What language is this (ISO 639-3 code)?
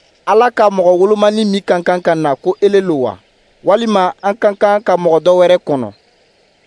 dyu